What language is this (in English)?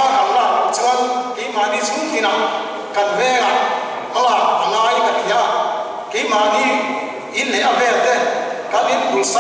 Mizo